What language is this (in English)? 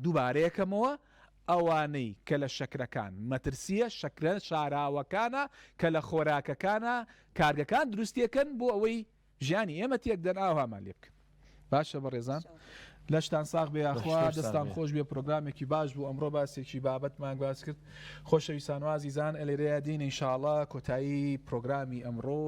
Central Kurdish